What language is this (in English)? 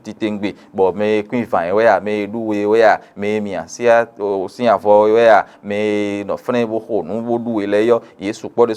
Fon